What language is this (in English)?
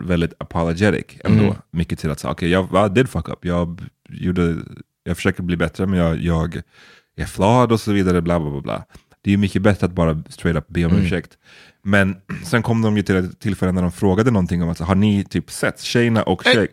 Swedish